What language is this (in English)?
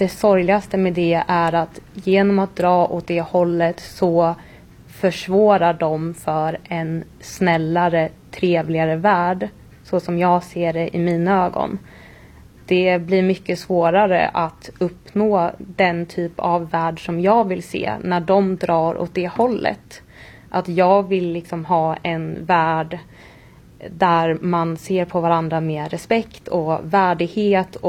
Swedish